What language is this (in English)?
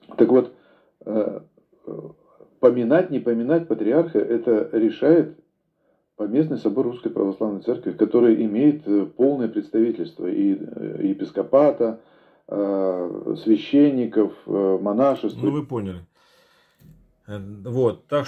Russian